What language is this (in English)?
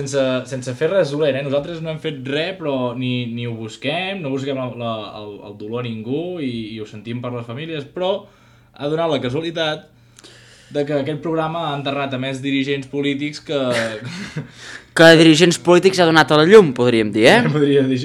Catalan